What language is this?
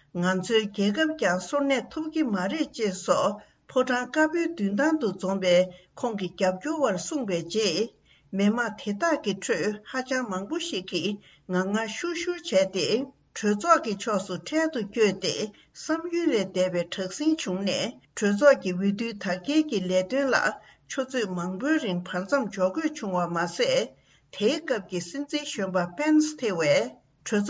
Tibetan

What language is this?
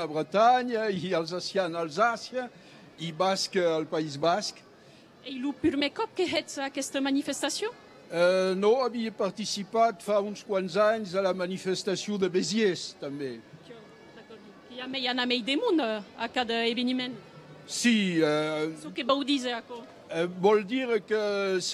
Occitan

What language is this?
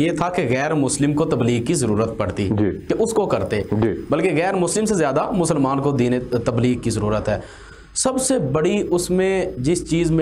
Urdu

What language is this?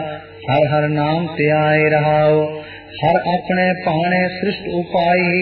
Punjabi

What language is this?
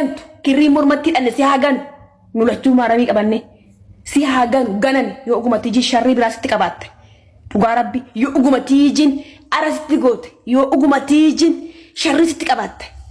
Oromo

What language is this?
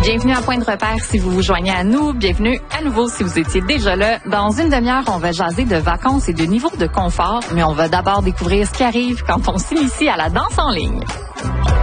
French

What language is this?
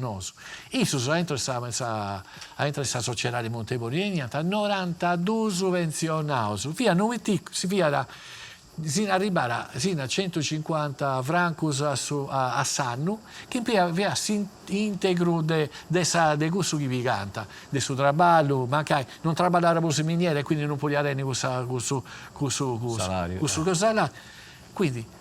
Sardinian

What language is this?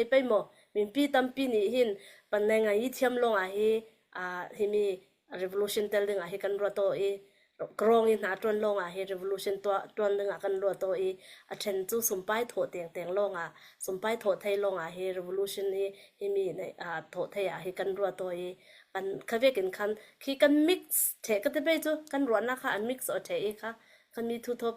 Falam Chin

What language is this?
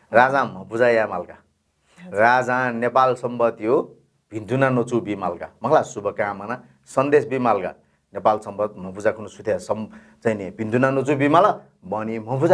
Newari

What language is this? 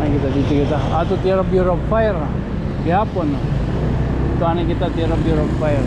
Waray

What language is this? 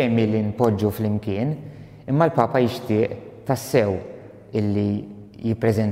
Maltese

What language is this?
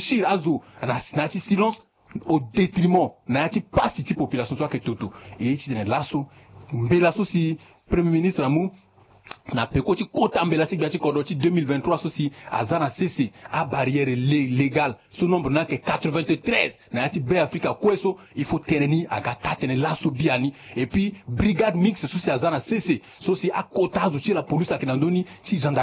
Sango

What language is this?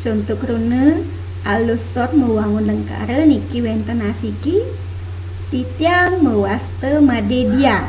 Balinese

